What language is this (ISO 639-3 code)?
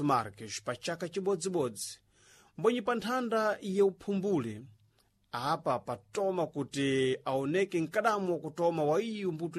seh